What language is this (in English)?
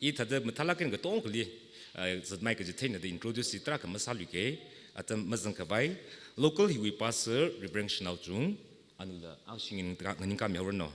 Tangkhul Naga (India)